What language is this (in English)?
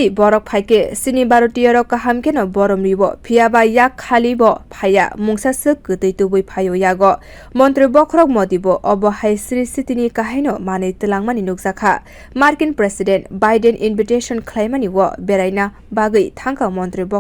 Kok Borok